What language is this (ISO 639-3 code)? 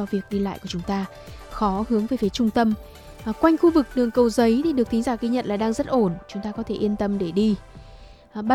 vie